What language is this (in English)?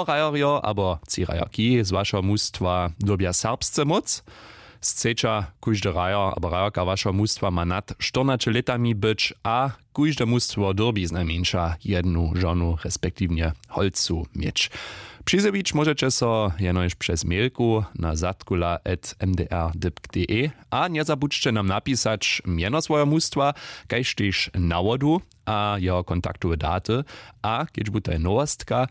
Upper Sorbian